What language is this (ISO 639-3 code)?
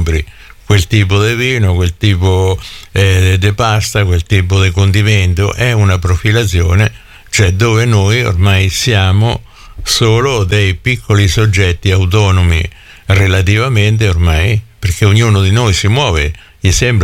ita